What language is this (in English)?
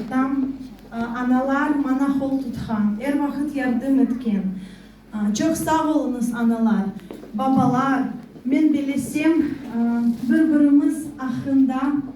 Crimean Tatar